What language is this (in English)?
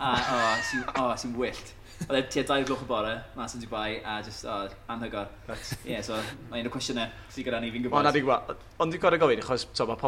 Welsh